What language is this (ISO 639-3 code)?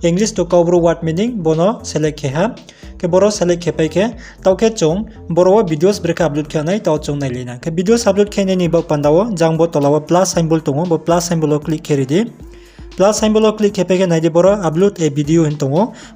ria